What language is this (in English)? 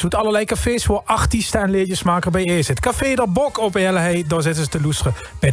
Limburgish